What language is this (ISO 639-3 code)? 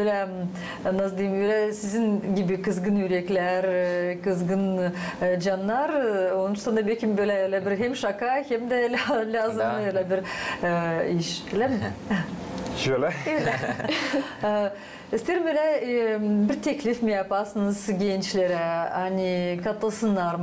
gag